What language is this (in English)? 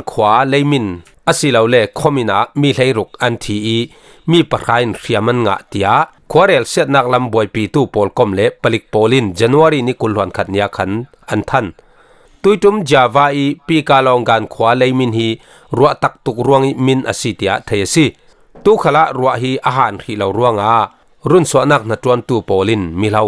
Falam Chin